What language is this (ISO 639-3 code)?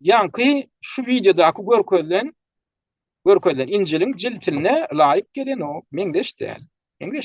tuk